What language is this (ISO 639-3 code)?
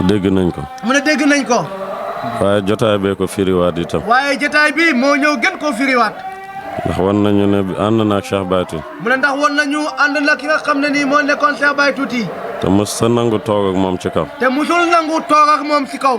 wol